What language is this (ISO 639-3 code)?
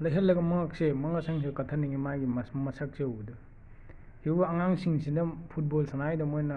mni